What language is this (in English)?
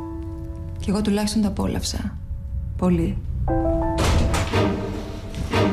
Greek